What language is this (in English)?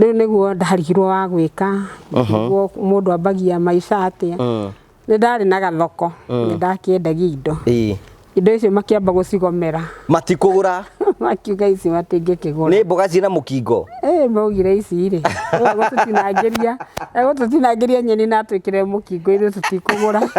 Kikuyu